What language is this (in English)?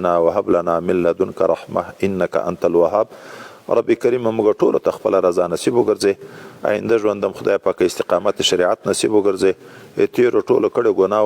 Pashto